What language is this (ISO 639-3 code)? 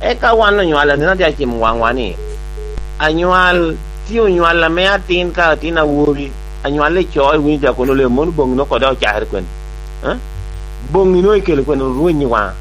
laj